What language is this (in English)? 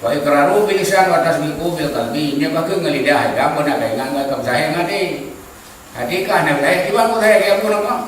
Achinese